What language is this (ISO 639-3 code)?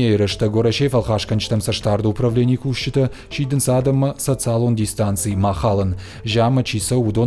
oss